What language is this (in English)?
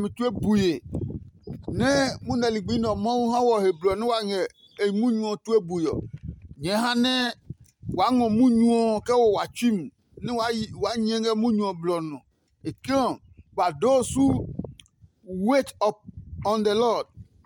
Adangme